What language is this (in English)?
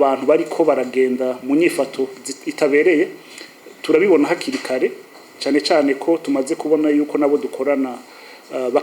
Rundi